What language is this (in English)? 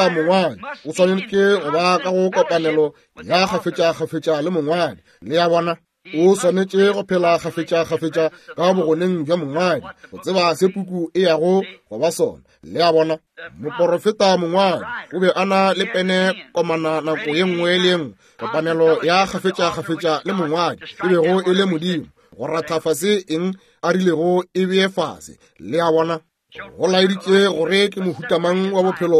Northern Sotho